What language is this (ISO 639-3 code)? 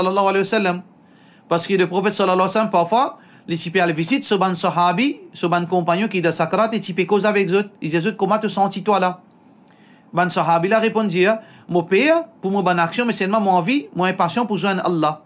mfe